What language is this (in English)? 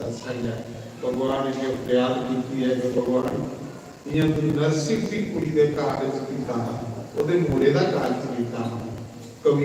Dogri